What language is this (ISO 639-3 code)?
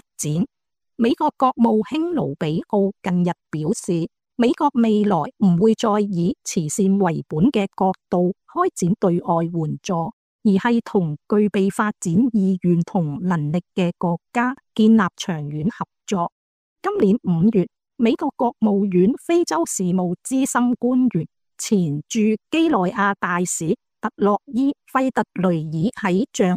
yue